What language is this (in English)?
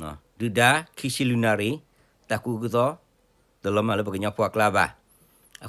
S'gaw Karen